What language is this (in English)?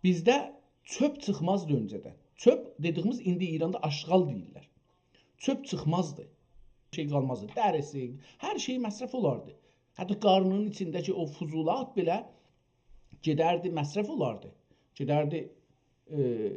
South Azerbaijani